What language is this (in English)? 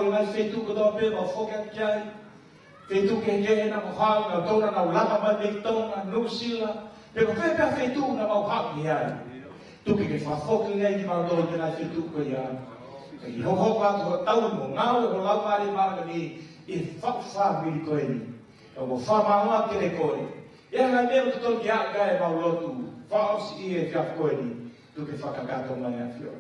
Tongan